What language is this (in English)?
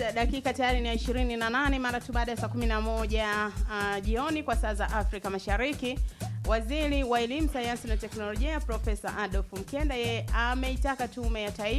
Swahili